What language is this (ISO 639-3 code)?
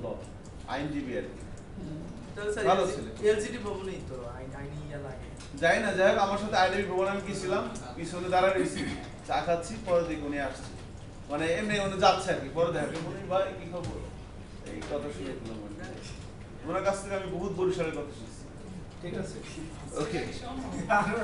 ben